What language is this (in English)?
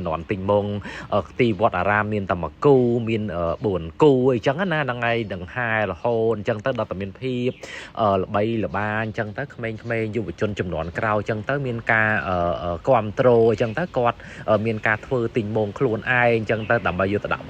Khmer